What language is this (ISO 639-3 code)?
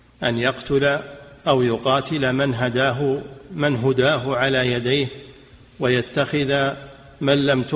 ara